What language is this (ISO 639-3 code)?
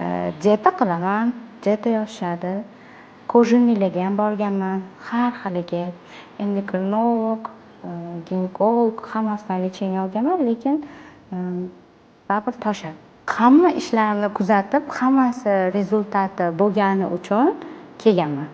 uzb